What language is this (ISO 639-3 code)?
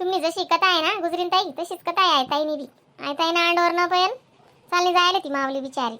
khn